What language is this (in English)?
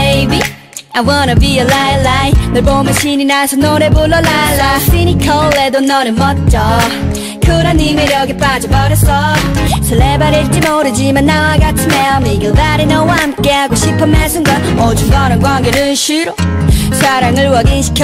Korean